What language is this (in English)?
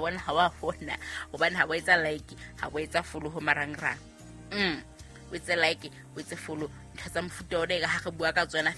Southern Sotho